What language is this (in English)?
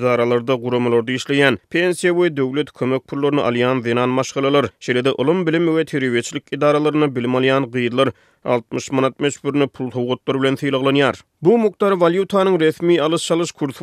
Turkmen